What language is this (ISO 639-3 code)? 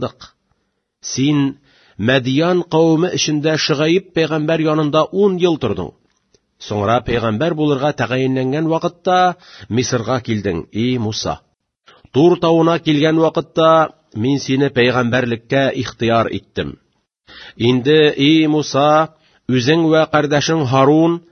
tat